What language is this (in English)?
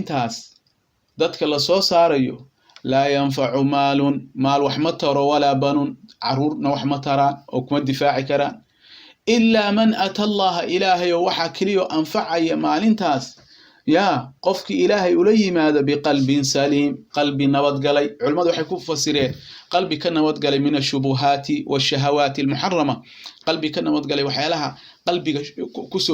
Somali